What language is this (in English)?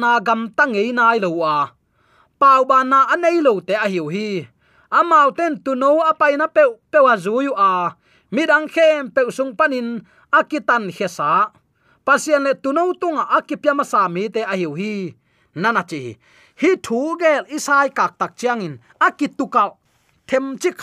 Tedim Chin